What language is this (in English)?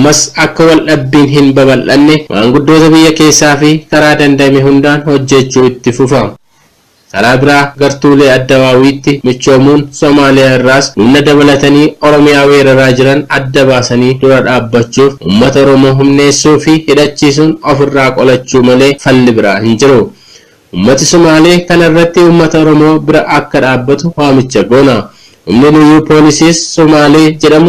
Oromo